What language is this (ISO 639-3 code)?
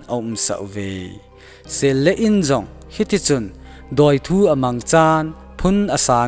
tcz